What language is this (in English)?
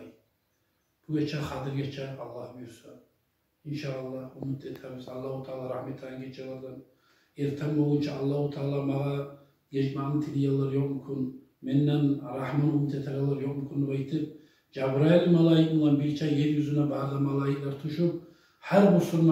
Kumyk